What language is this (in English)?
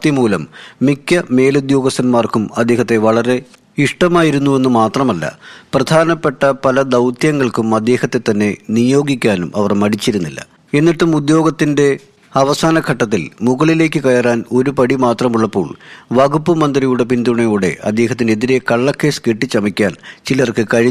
Malayalam